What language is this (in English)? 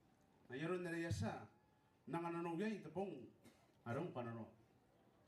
Gilbertese